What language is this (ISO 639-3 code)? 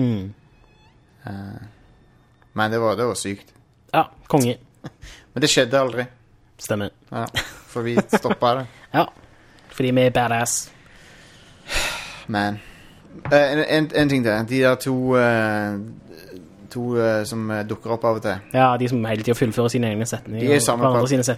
nor